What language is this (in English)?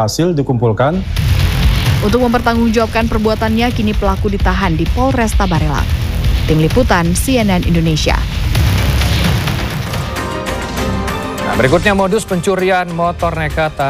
Indonesian